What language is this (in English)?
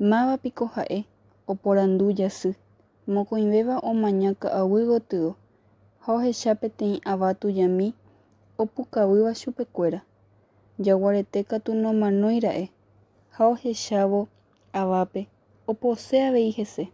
Guarani